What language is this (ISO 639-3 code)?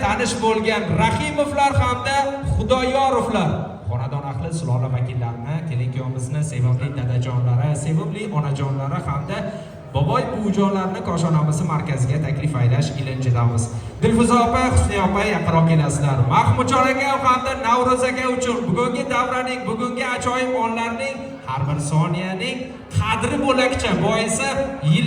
uzb